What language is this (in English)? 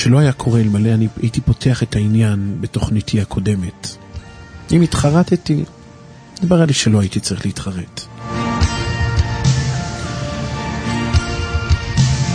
Hebrew